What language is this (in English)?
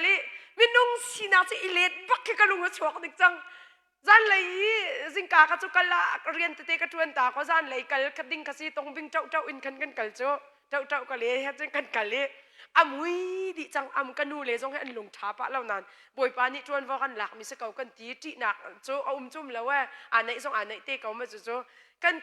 Hakha Chin